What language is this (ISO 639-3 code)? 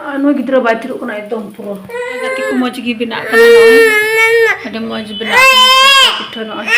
sat